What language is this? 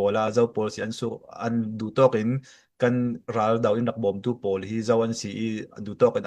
Falam Chin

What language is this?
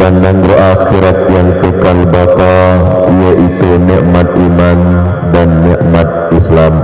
Achinese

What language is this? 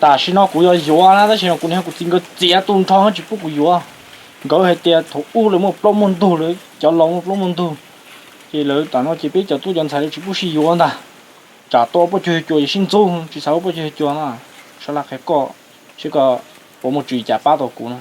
Hmong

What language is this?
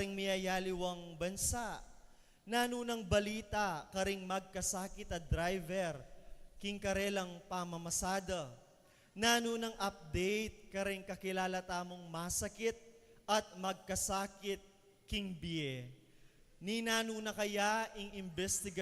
Pampanga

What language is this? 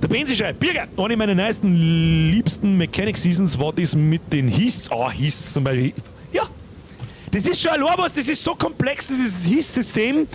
Bavarian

